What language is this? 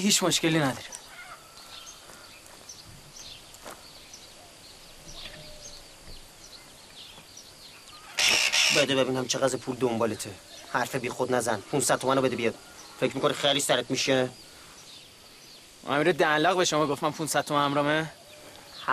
Persian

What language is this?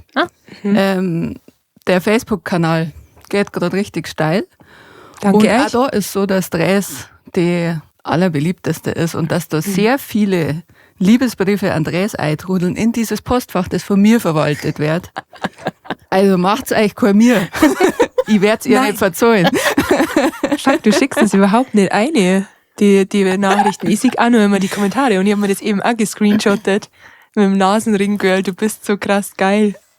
Bavarian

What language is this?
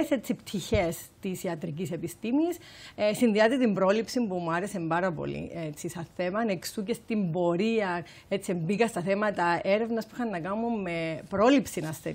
Greek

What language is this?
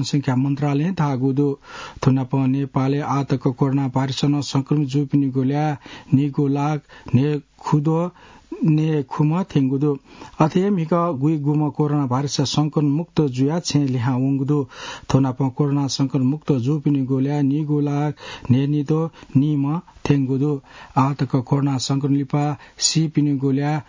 Newari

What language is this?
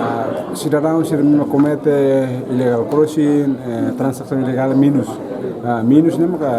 Tetum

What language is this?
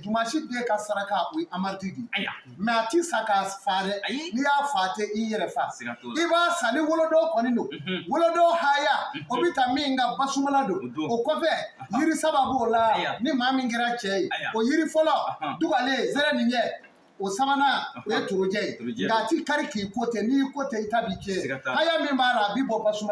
Bambara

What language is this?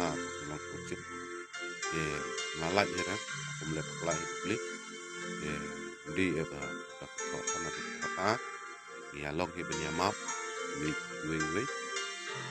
Khasi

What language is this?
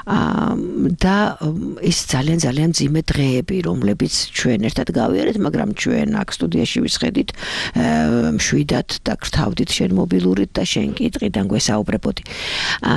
Georgian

